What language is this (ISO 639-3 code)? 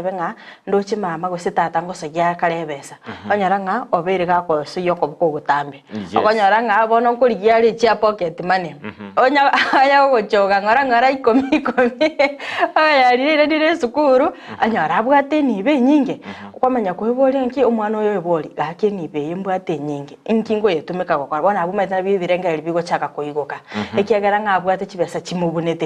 guz